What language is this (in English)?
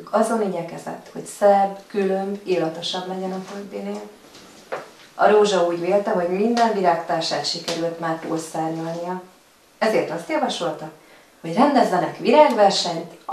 Hungarian